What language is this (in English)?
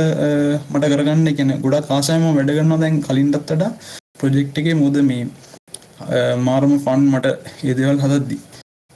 Sinhala